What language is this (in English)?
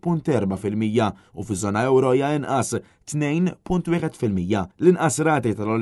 Maltese